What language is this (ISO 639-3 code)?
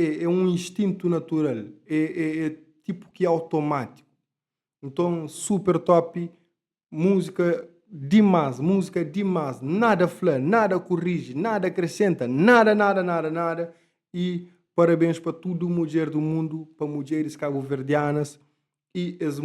kea